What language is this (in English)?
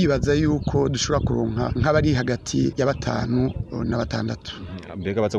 Rundi